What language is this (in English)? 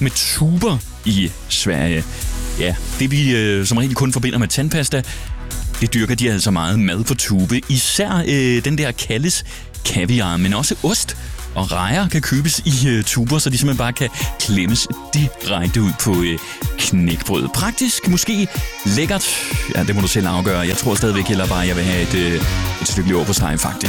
Danish